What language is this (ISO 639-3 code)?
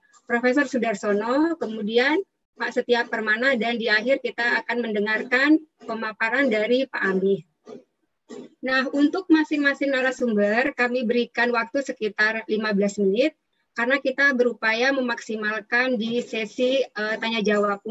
ind